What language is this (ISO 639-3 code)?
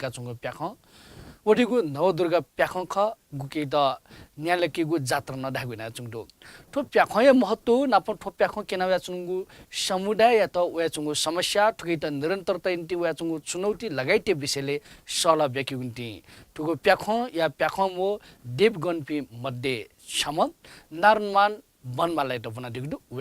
new